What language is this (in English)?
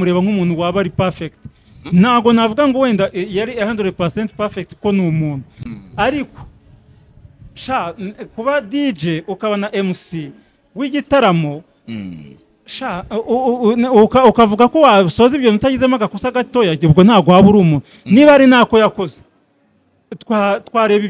Kinyarwanda